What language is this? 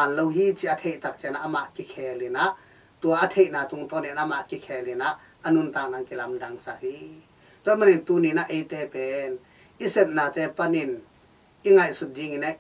Tedim Chin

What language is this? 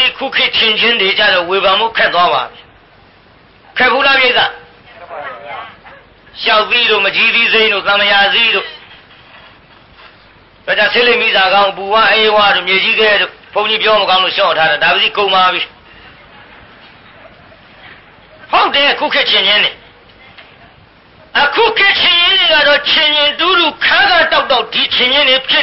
Burmese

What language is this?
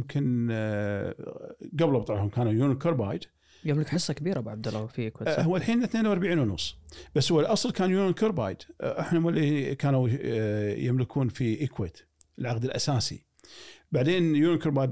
Gulf Arabic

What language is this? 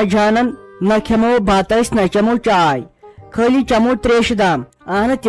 Kashmiri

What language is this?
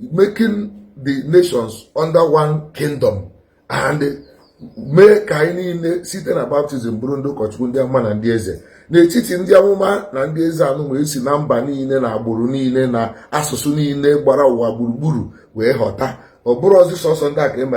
Igbo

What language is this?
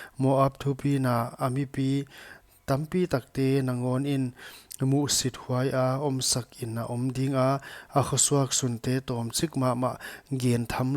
Paite Chin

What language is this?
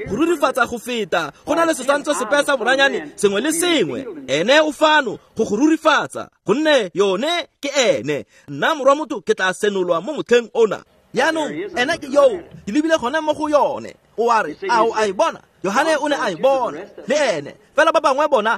Tswana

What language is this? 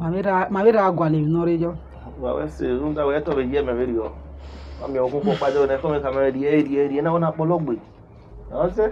Bini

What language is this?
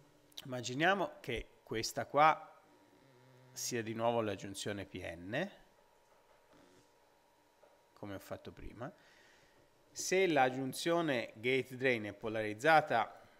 Italian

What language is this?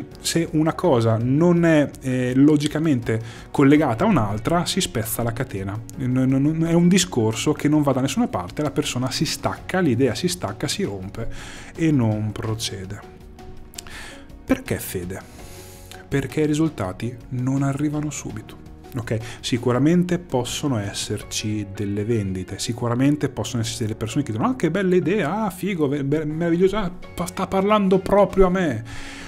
Italian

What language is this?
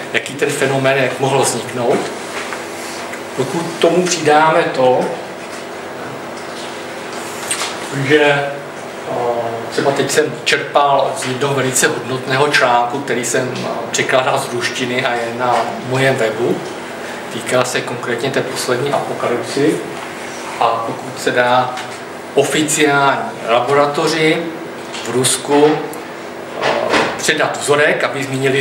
Czech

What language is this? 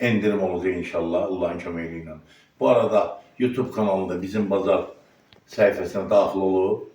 Azerbaijani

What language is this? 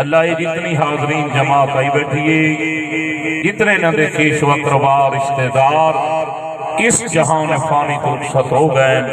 Saraiki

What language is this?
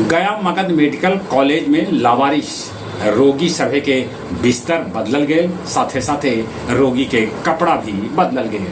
Magahi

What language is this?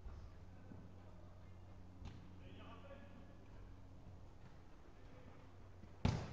French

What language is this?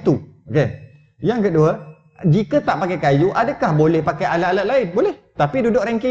Malay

